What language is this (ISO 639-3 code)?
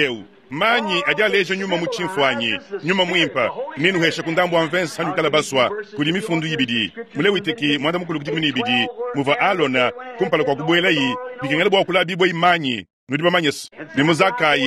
lua